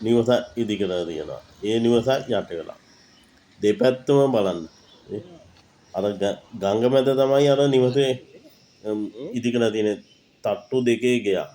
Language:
Sinhala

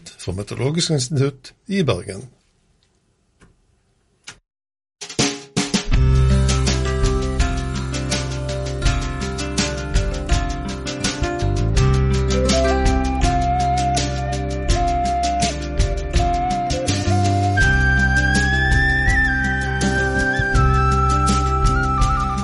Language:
Norwegian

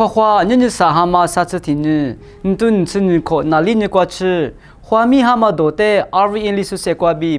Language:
Lisu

